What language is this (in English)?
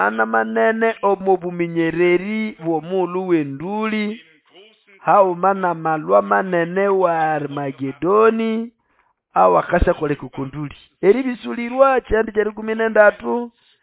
Nande